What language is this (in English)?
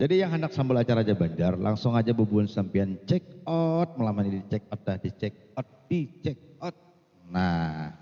Banjar